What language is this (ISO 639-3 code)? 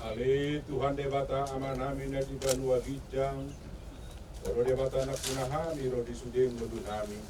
bbc